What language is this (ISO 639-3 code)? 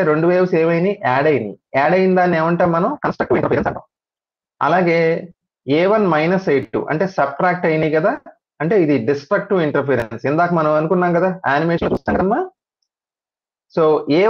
tel